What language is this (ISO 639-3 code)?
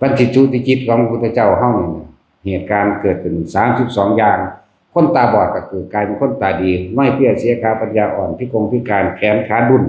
tts